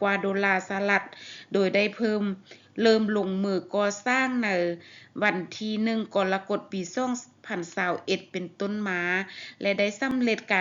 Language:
Lao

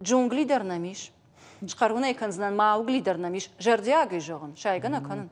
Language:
Ossetic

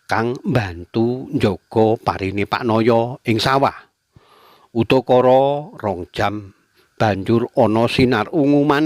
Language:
Javanese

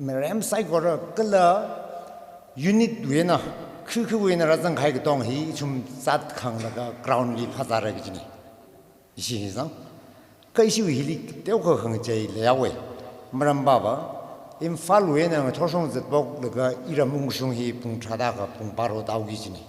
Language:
Tangkhul Naga (India)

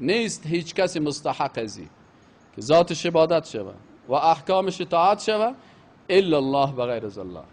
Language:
Persian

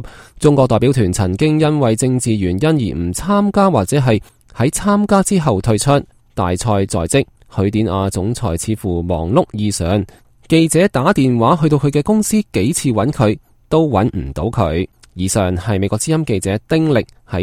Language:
Cantonese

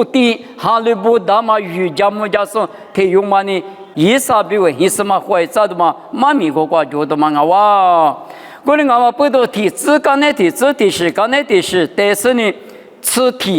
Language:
Lisu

